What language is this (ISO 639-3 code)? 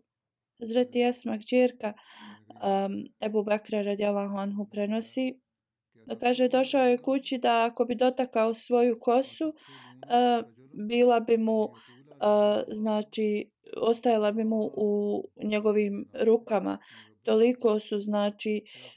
bos